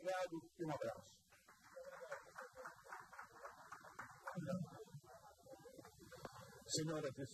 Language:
Portuguese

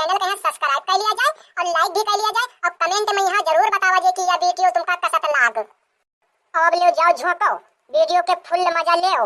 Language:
Awadhi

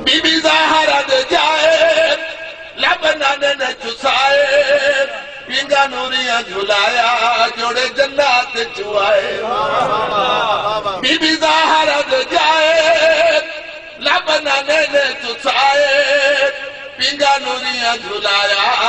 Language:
Saraiki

